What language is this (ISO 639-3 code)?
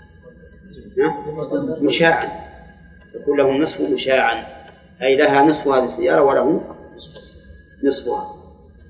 ara